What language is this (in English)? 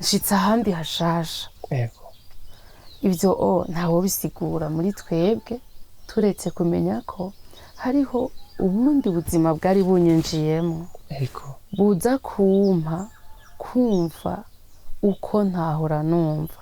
Rundi